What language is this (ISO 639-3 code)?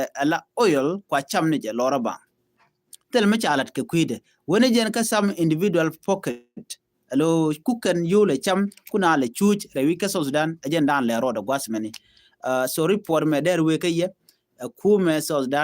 nus